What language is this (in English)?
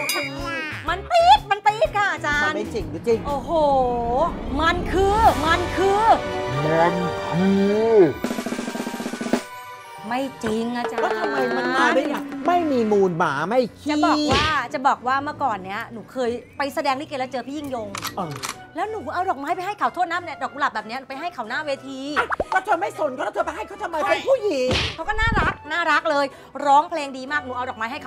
Thai